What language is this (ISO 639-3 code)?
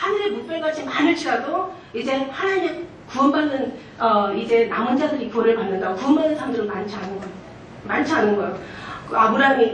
kor